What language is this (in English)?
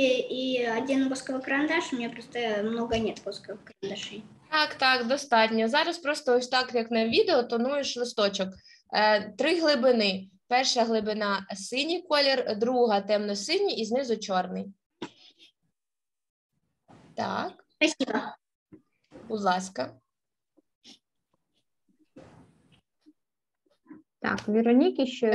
Ukrainian